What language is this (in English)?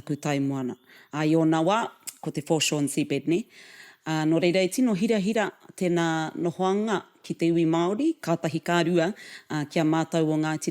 Māori